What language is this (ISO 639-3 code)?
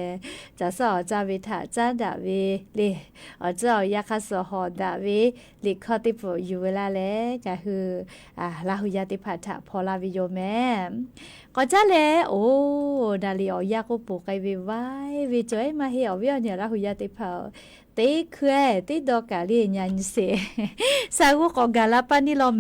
lhu